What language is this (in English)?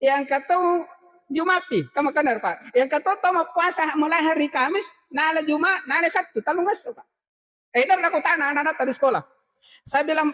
Buginese